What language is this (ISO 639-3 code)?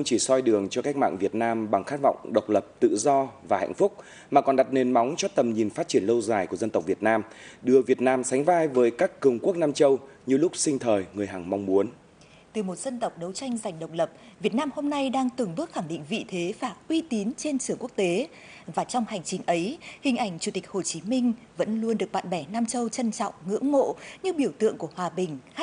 vie